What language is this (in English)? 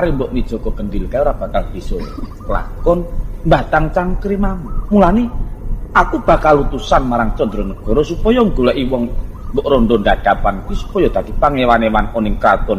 Javanese